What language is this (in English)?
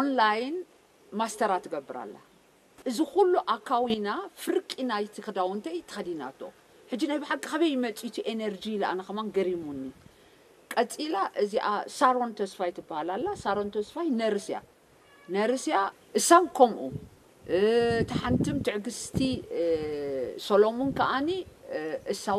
Tigrinya